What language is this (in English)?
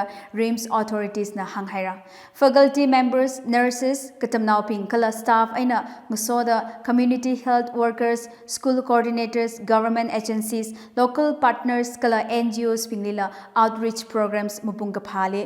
Tangkhul Naga (India)